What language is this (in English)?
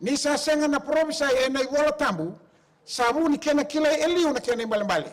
Fijian